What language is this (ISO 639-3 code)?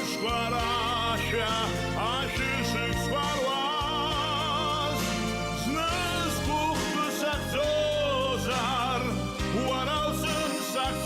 abk